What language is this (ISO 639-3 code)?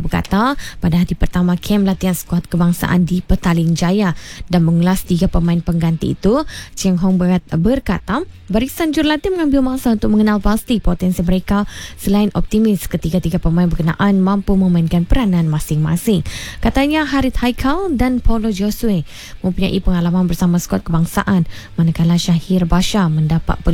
msa